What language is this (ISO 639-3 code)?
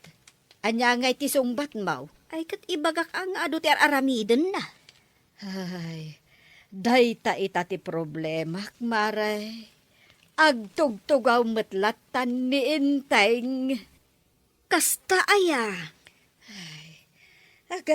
ilo